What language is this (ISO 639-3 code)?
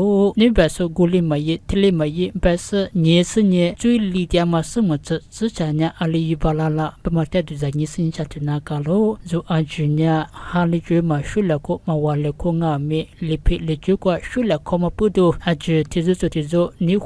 lis